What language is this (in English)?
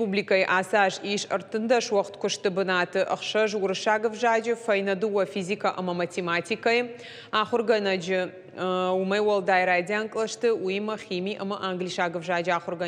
Ossetic